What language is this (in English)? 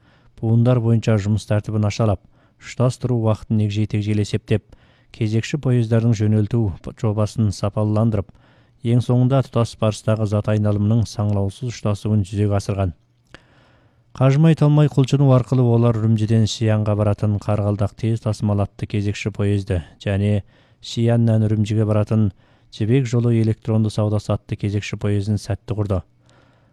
Kazakh